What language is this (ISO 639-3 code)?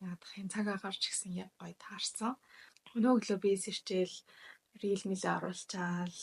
mon